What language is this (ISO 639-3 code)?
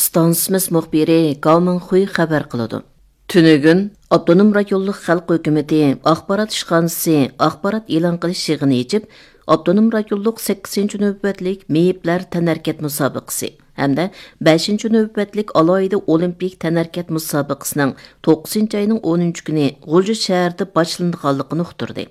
uig